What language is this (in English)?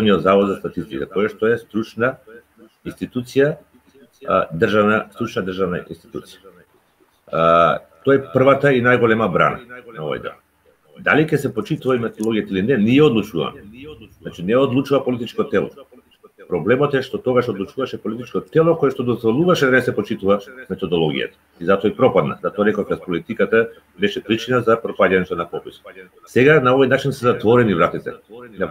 Macedonian